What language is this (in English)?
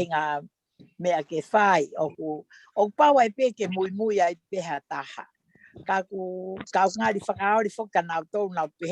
Tongan